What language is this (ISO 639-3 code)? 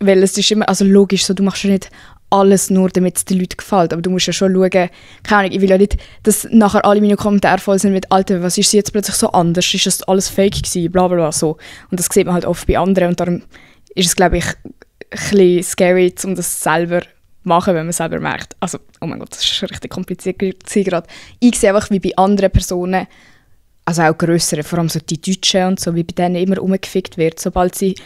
gsw